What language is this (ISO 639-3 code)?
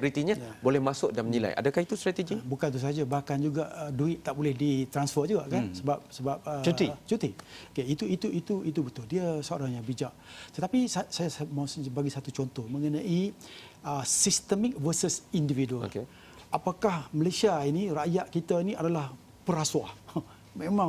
msa